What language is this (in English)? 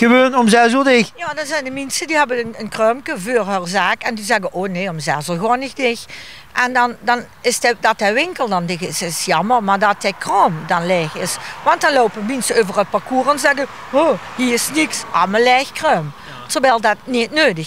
Limburgish